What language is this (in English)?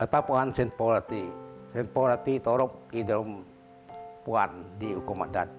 Biatah Bidayuh